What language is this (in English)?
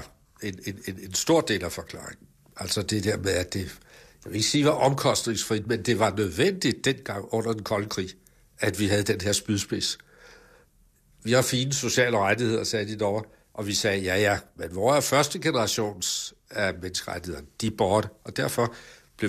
Danish